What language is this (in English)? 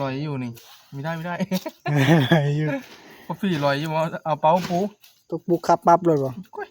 Northeastern Thai